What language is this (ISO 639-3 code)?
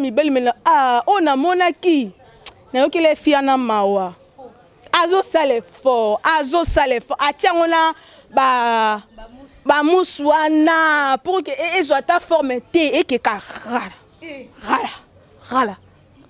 lin